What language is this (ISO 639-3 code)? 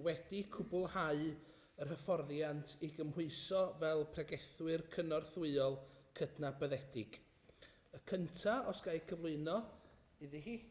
cym